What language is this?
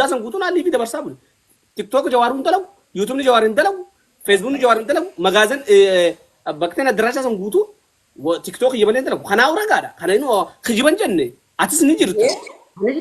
Oromo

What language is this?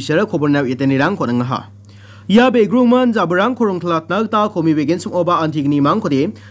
Garo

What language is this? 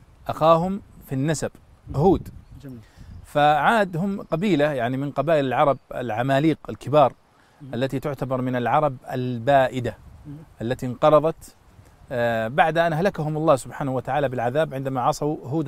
Arabic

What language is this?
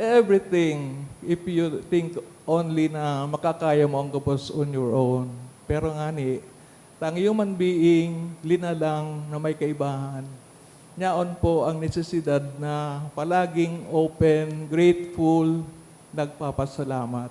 Bikol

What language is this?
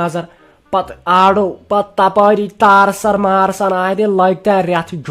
Kashmiri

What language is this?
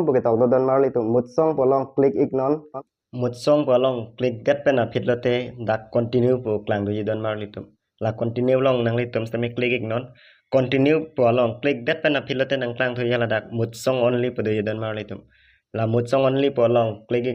Karbi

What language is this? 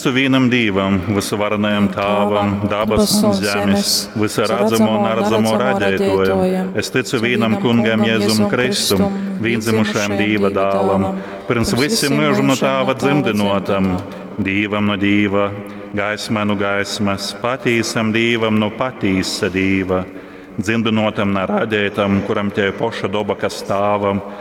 Latgalian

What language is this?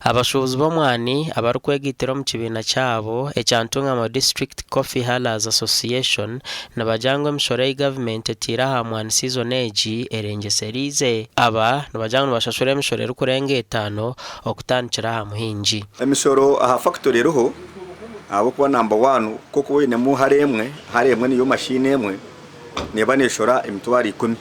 Nyankole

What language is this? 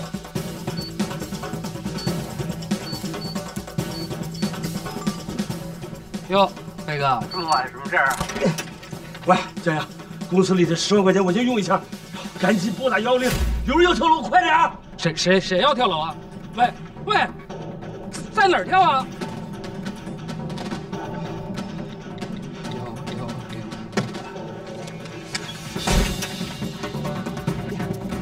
Chinese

